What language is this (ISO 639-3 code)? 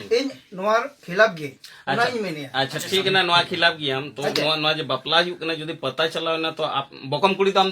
sat